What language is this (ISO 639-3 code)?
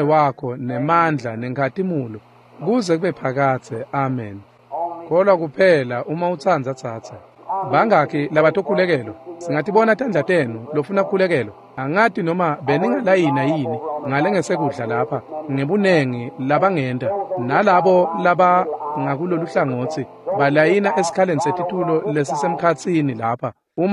ssw